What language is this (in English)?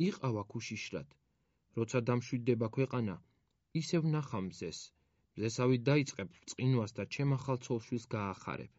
Georgian